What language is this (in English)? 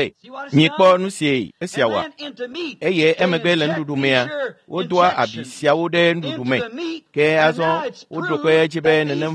Ewe